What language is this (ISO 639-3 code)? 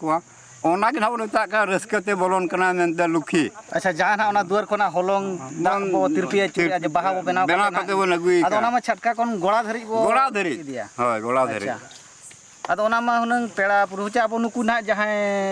sat